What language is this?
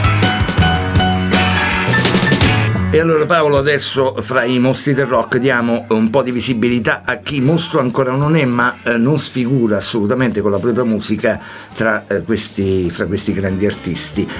Italian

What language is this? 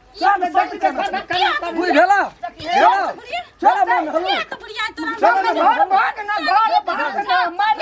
Maithili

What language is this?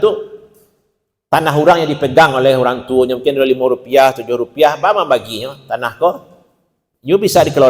Minangkabau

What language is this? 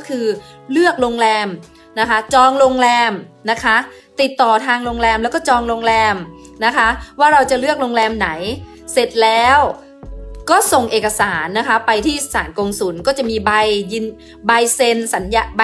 Thai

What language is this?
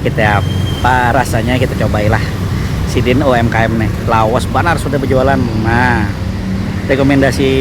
Banjar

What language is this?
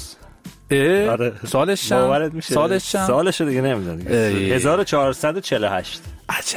Persian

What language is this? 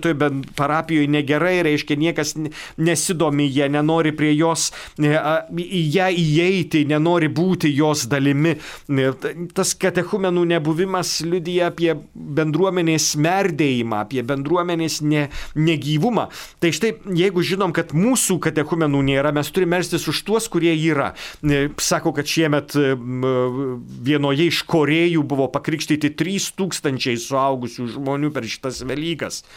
Lithuanian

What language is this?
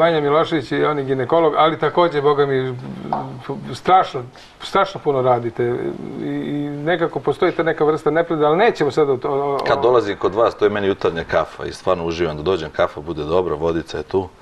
Serbian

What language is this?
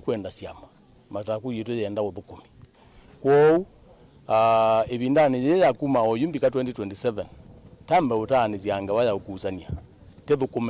Kamba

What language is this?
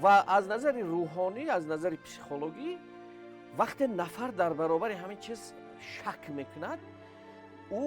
Tajik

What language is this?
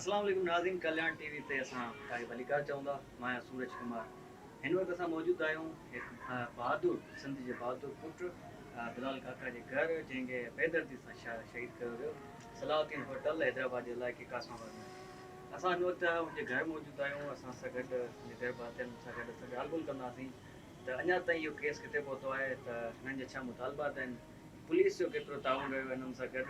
Sindhi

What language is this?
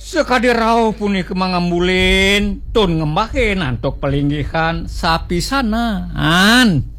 Balinese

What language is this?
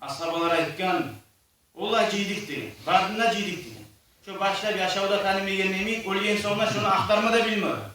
Kumyk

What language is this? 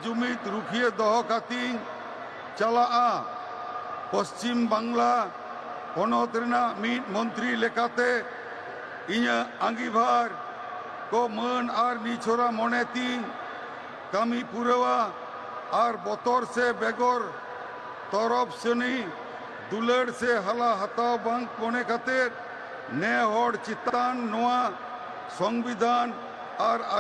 Santali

